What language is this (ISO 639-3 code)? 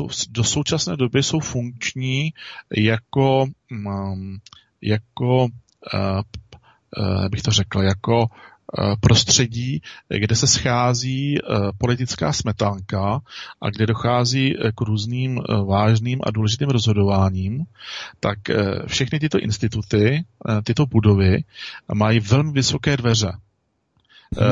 ces